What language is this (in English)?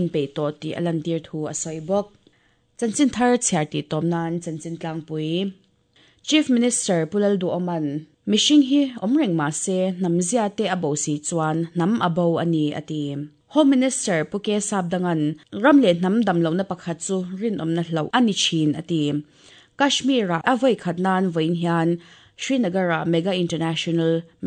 Mizo